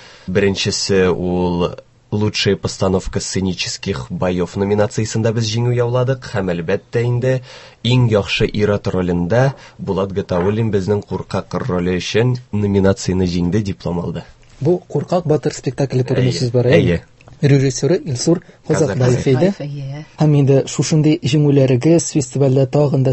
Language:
Tatar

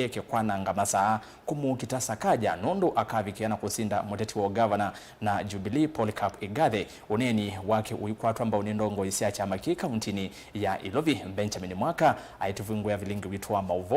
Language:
Kamba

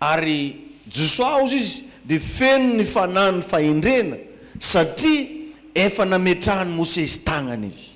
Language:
Malagasy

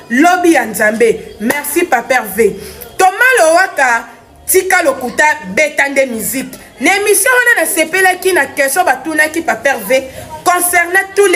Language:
Lingala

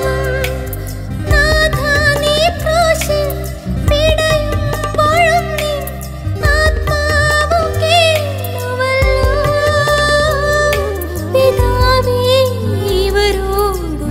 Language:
Malayalam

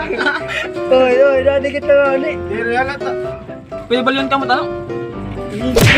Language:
Waray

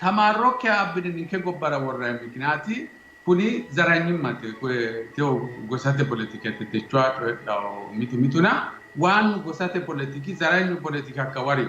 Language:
Sidamo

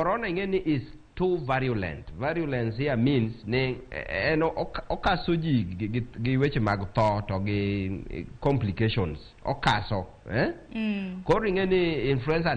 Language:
Luo (Kenya and Tanzania)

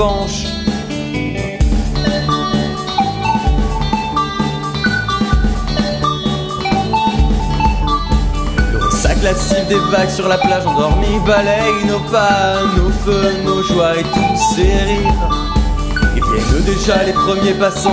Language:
French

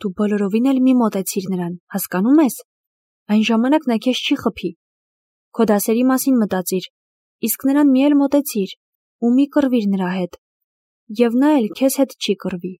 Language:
Armenian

